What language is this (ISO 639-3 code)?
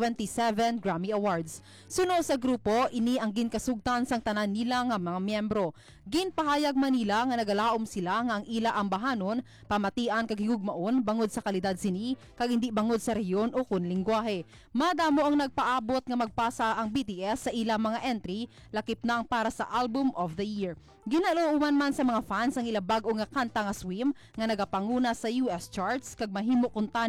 hil